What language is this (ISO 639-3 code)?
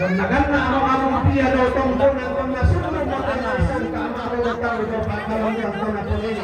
sda